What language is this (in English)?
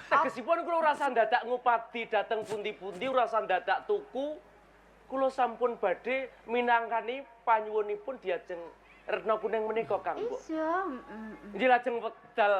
Javanese